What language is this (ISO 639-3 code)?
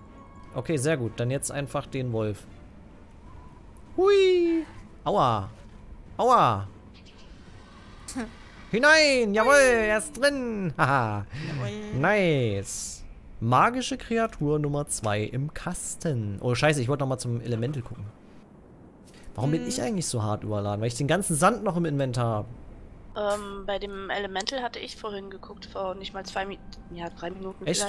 deu